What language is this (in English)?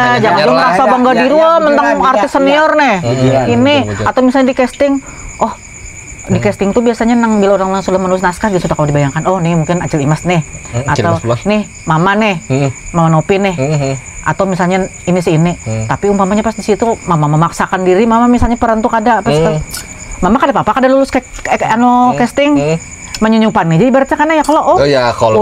Banjar